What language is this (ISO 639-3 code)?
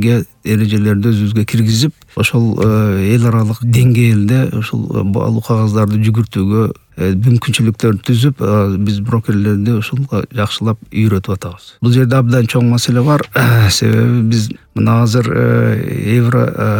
kir